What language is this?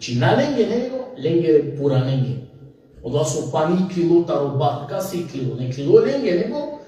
Balkan Romani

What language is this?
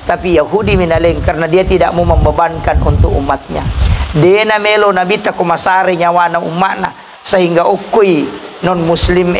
Buginese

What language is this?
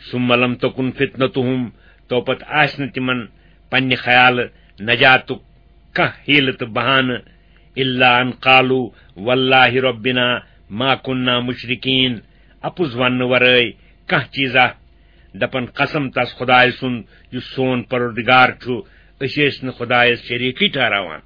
Kashmiri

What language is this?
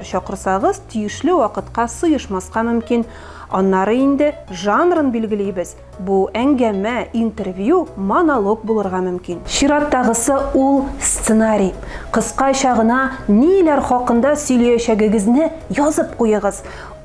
Tatar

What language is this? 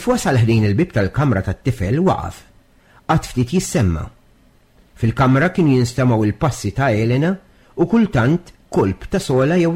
Maltese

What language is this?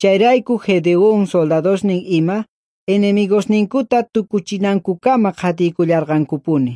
South Bolivian Quechua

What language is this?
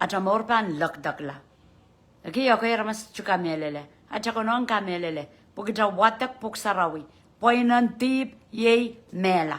Pohnpeian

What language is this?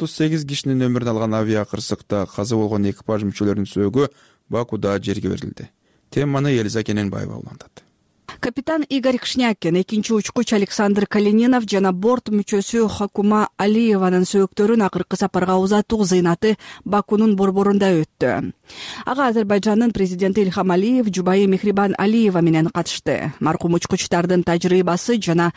Kyrgyz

